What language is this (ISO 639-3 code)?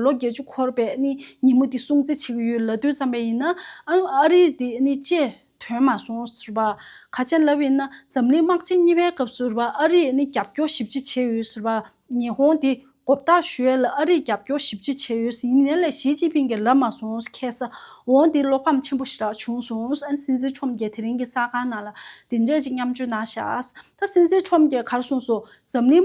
bod